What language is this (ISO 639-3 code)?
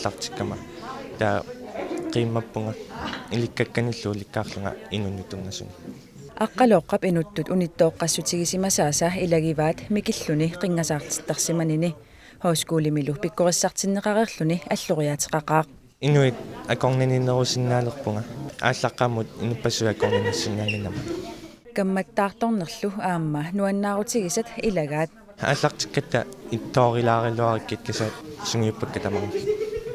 kal